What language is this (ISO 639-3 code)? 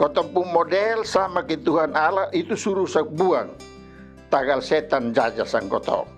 mkn